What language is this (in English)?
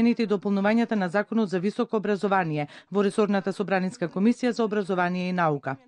Macedonian